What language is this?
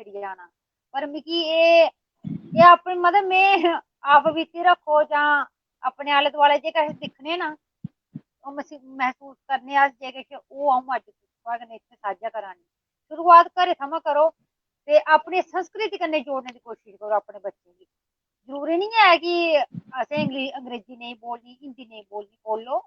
Dogri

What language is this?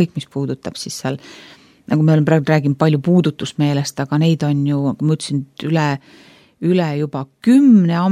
Estonian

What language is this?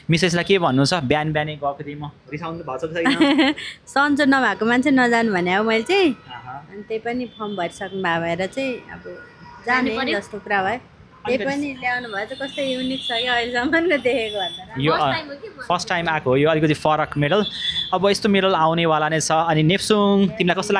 Nepali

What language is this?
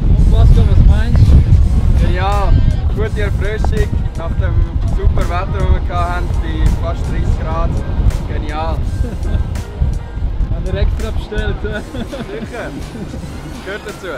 Swiss German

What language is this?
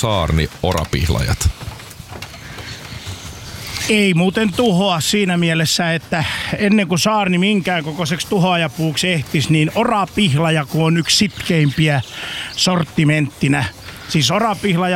Finnish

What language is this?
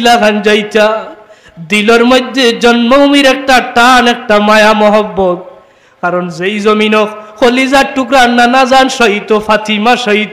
Sylheti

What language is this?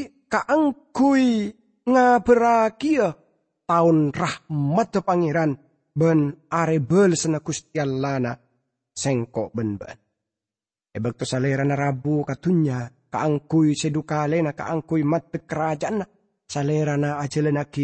Madurese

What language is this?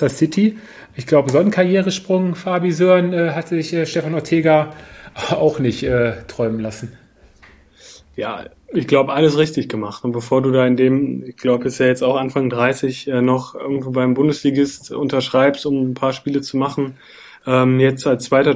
German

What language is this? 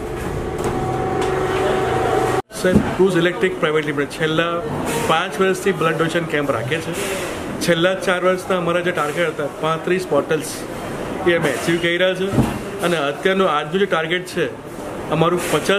Gujarati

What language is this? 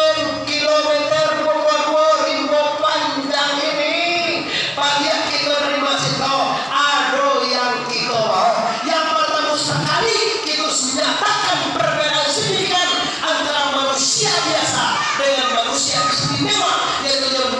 Minangkabau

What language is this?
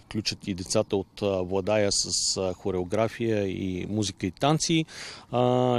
Bulgarian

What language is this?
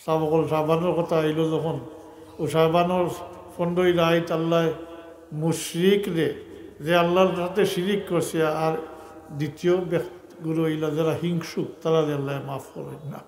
Sylheti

